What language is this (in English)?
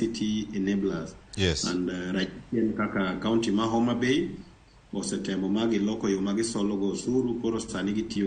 Luo (Kenya and Tanzania)